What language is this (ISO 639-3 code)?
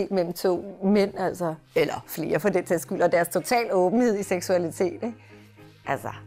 dan